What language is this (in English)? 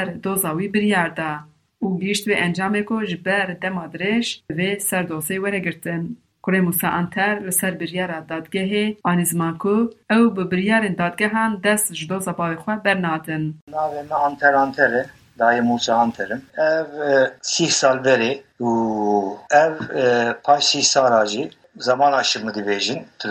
Kurdish